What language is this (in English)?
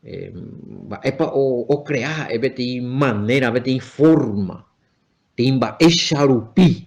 Guarani